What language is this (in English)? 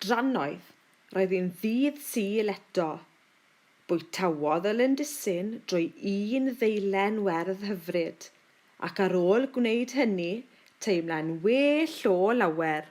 Welsh